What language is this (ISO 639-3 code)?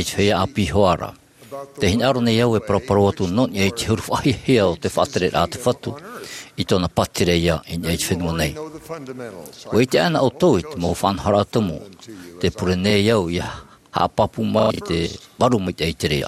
tah